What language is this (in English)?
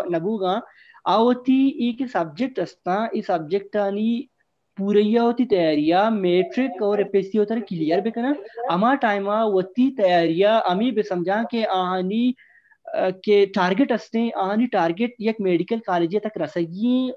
Baluchi